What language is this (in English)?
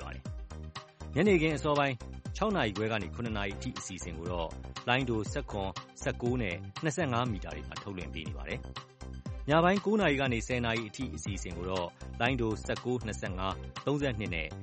Burmese